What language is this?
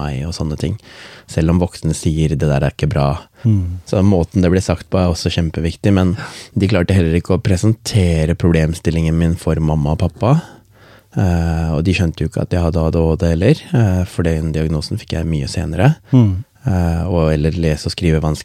Norwegian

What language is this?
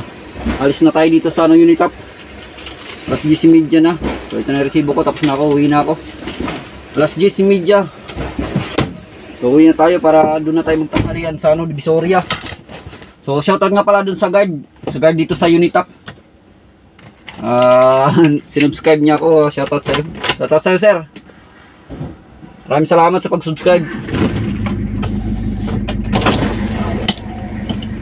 Filipino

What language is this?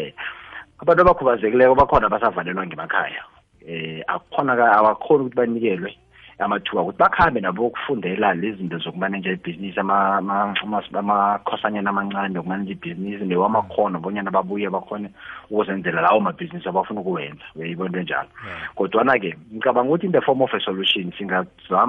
South Ndebele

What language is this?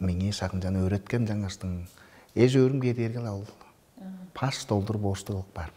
Tuvinian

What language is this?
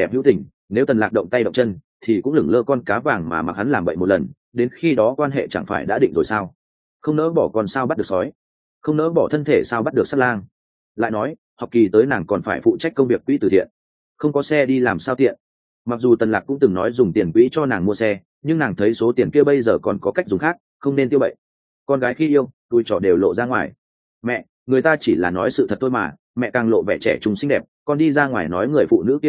Vietnamese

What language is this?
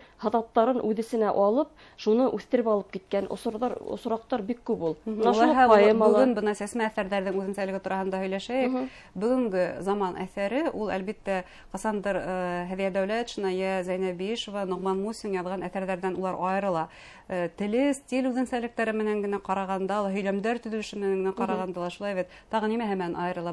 Bashkir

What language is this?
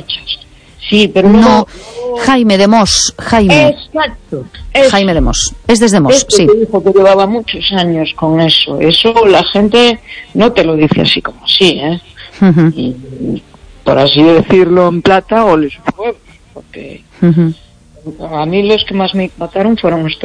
Spanish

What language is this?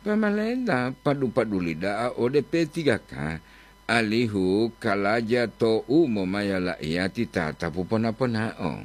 Gorontalo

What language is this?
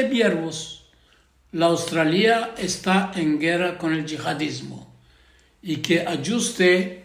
Ladino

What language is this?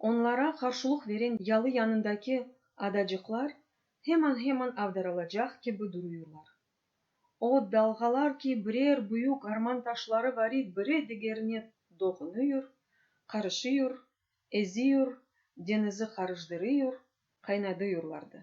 Crimean Tatar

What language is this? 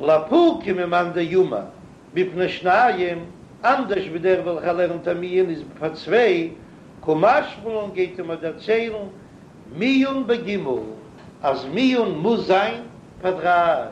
Yiddish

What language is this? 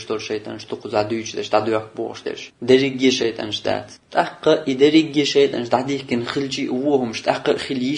Chechen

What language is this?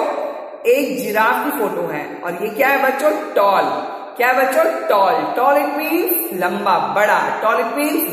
Hindi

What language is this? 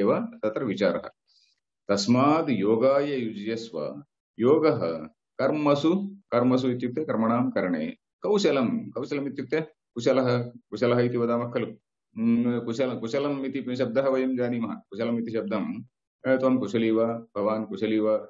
Sanskrit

